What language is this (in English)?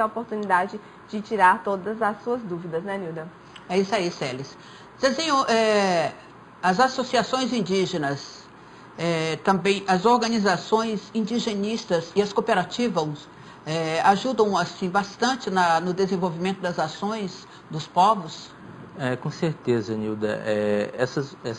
Portuguese